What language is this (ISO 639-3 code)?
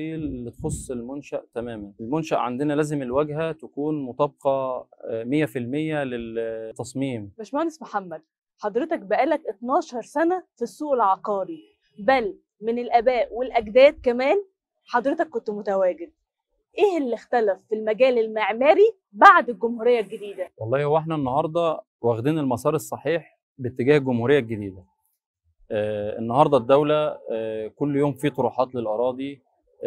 arz